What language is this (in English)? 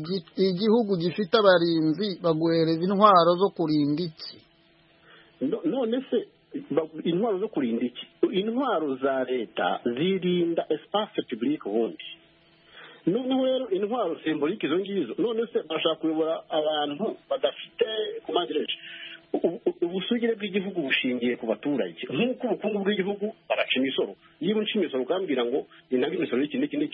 Kinyarwanda